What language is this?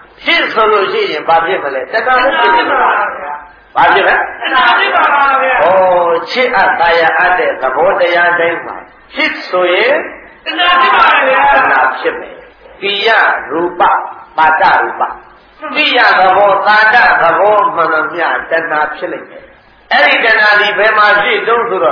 Burmese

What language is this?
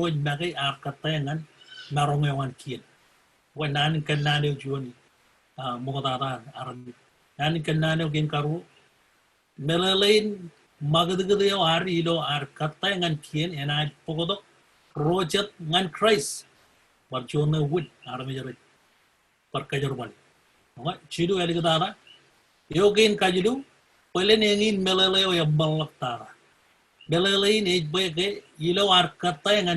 Marshallese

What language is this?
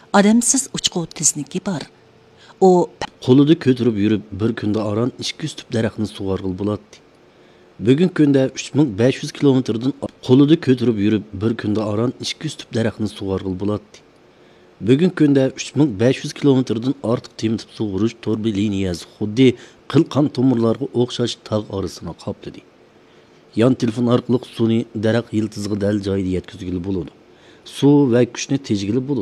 Uyghur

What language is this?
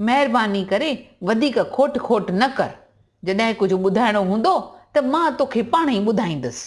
Sindhi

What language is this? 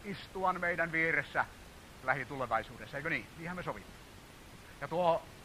Finnish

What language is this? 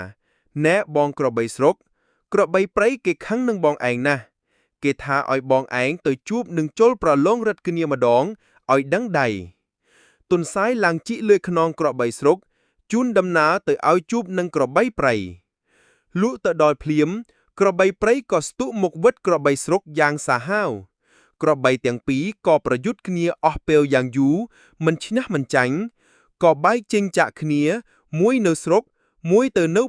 Khmer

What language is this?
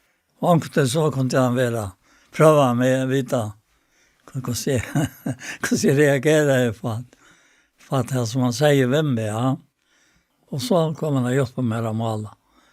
Faroese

